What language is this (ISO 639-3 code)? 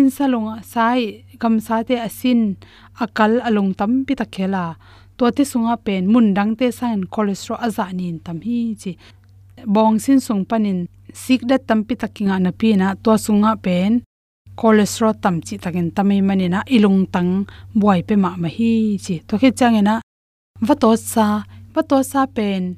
ctd